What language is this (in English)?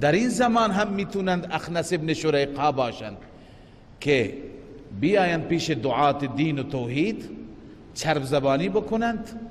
Persian